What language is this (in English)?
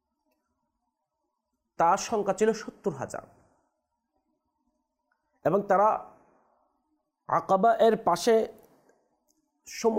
Bangla